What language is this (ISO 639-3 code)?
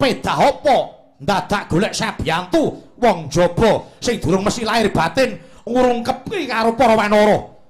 jav